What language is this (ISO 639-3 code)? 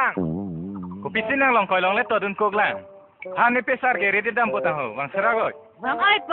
mjw